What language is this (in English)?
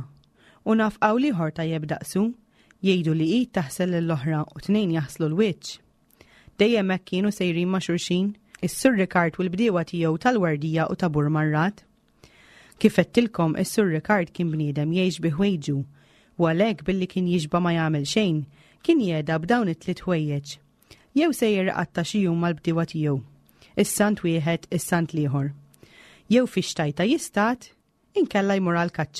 Maltese